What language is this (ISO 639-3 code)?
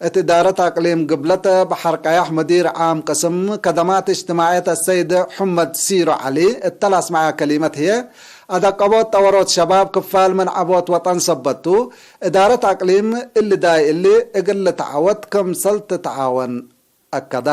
tig